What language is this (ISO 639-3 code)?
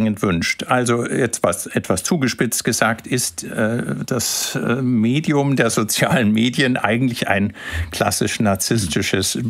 deu